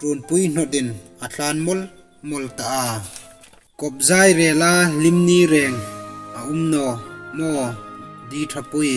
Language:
Hmar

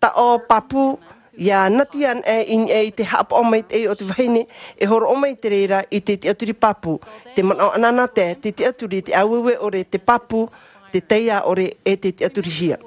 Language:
Tahitian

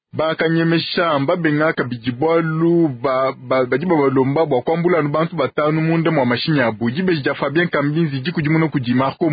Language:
Luba-Lulua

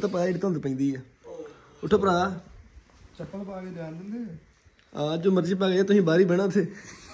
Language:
Punjabi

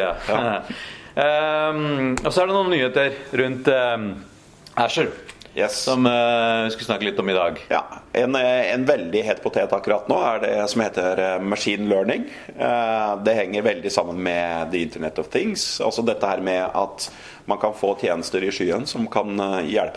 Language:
Norwegian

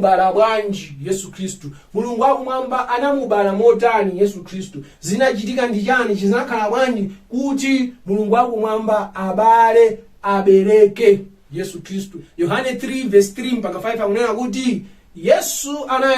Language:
Nyanja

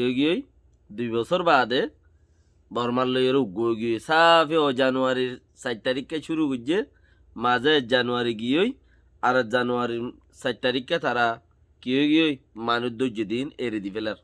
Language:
Rohingya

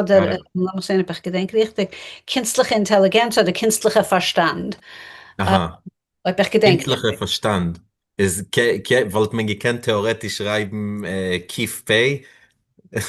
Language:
Yiddish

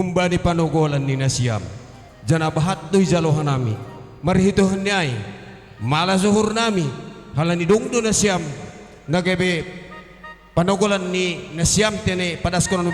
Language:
Batak Simalungun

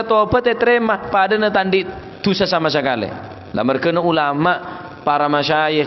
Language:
Madurese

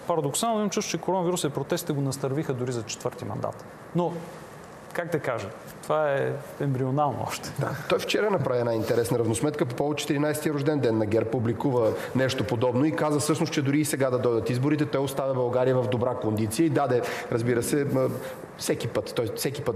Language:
Bulgarian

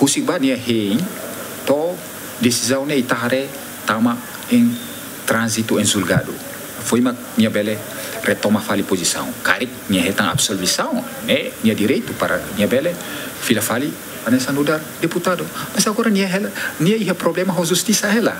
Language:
Tetum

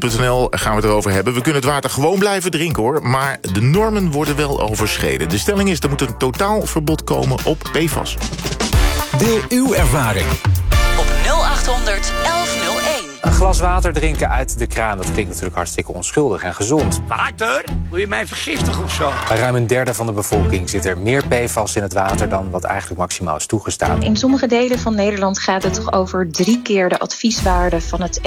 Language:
Dutch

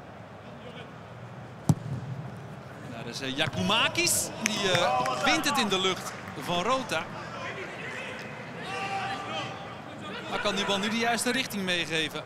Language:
Dutch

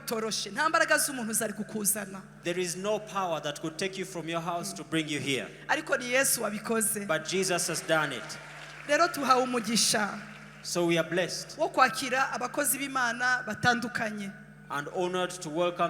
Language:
Kinyarwanda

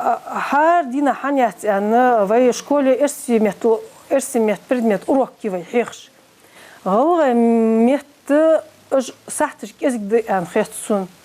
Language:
Ingush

